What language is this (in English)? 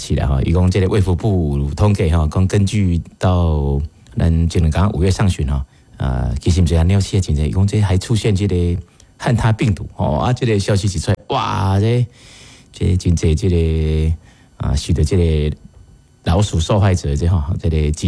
Min Nan Chinese